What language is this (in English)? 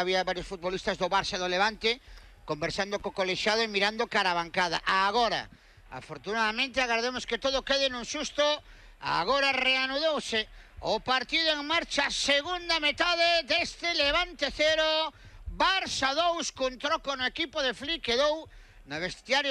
Galician